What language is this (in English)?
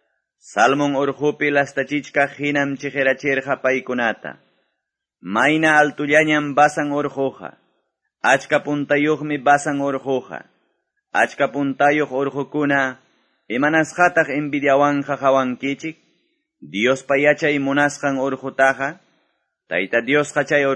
Quechua